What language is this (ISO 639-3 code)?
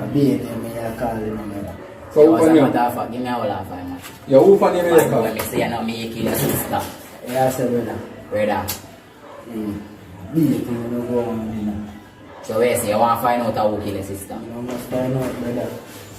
jam